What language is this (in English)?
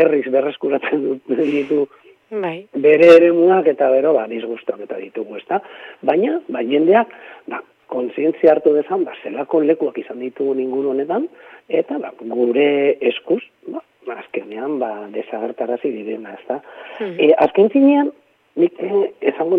Basque